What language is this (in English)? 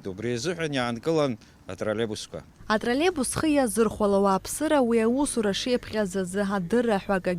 Abkhazian